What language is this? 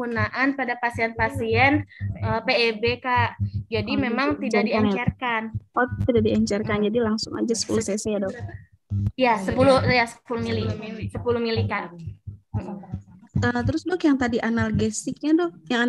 Indonesian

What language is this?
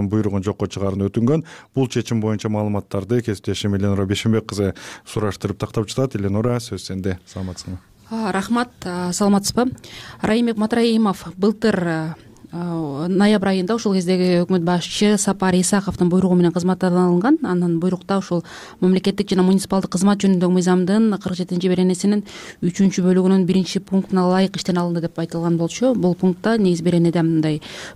Kyrgyz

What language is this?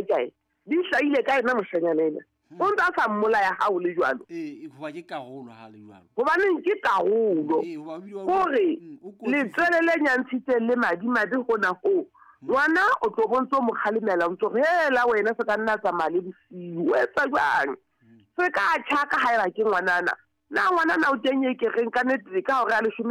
Southern Sotho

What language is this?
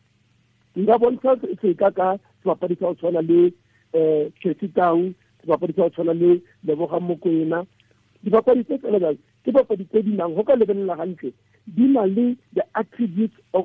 Tswana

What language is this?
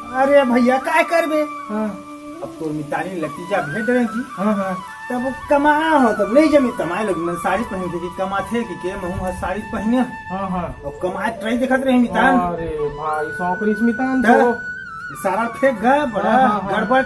Chhattisgarhi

